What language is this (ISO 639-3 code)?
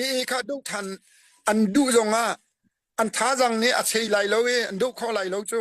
cnh